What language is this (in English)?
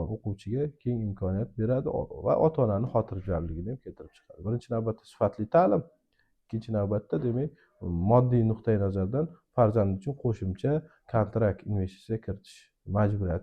Uzbek